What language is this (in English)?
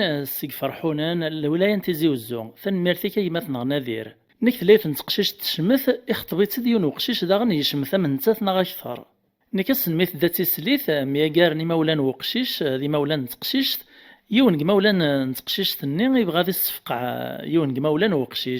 Kabyle